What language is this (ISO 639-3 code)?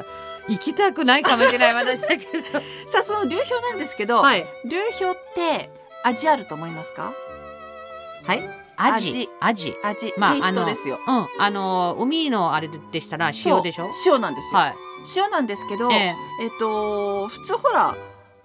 jpn